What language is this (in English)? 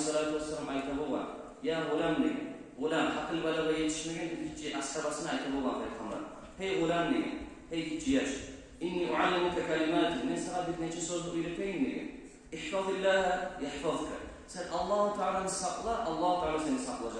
Kumyk